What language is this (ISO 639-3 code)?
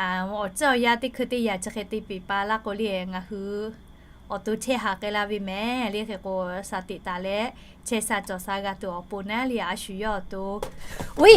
lhu